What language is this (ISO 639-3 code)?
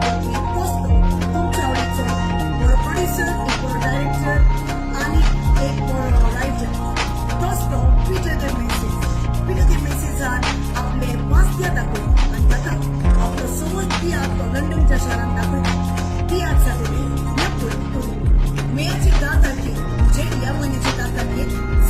kok